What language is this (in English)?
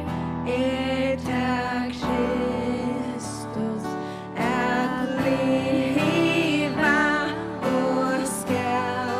Faroese